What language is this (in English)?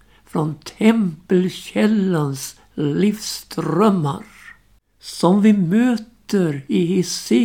Swedish